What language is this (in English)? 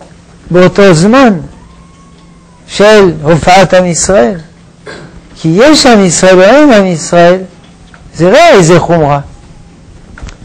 Hebrew